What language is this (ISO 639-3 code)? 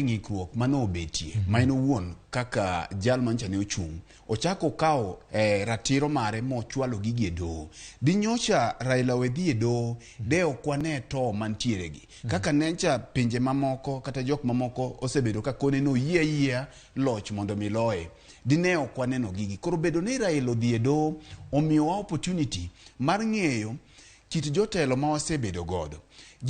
luo